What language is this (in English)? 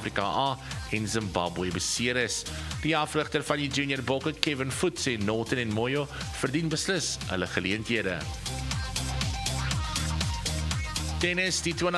Afrikaans